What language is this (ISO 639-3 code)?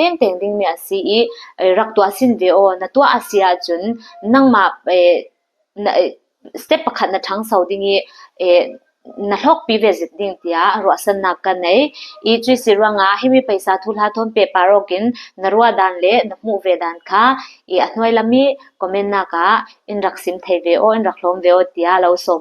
cfm